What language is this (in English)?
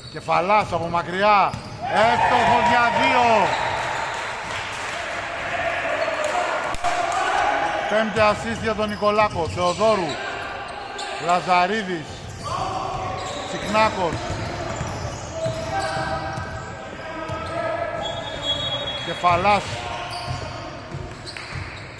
Greek